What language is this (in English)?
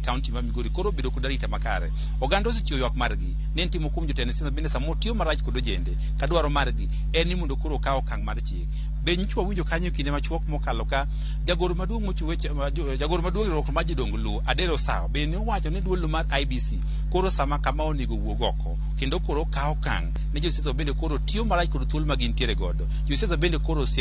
Luo (Kenya and Tanzania)